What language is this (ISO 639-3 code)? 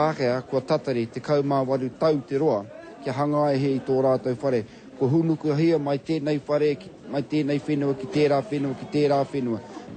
mri